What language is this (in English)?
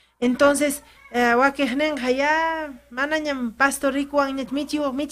Ayacucho Quechua